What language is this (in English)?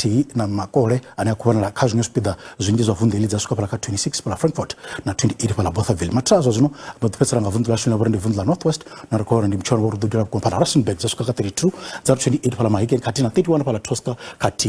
Venda